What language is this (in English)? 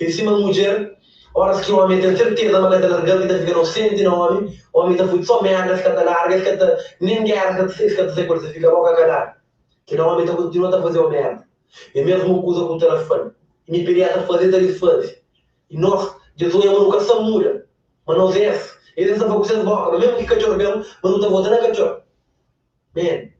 Kabuverdianu